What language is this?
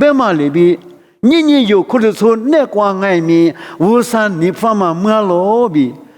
Lisu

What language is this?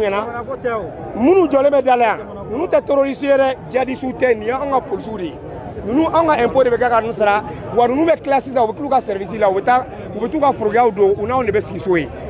Bambara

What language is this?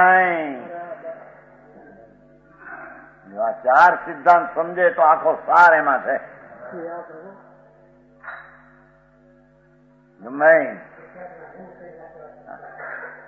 Gujarati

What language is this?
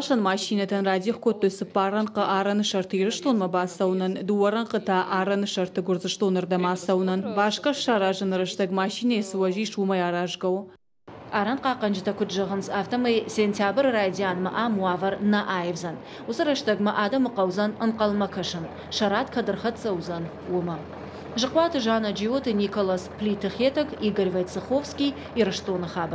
Ossetic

